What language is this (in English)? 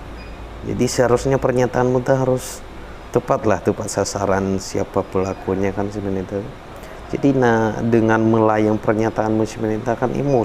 Nias